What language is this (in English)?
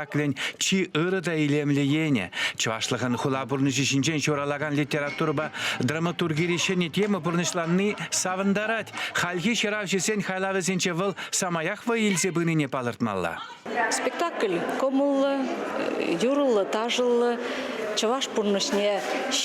Chuvash